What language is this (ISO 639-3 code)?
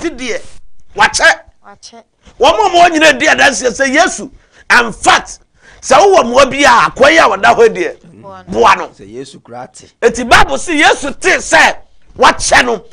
aka